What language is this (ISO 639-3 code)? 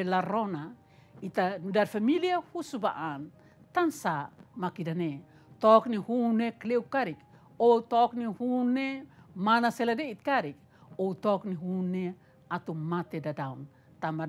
tet